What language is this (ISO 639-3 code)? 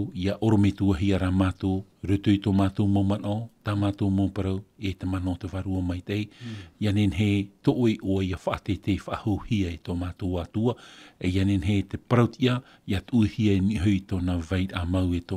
tah